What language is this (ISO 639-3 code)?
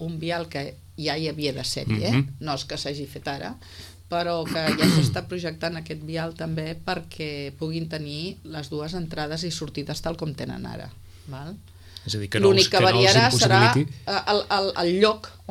cat